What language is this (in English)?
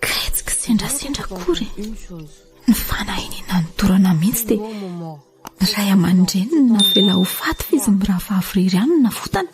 Malagasy